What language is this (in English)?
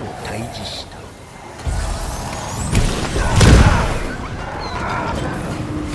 Japanese